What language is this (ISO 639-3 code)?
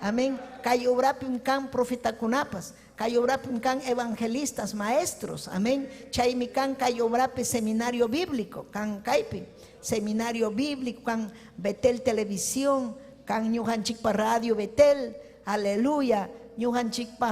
quy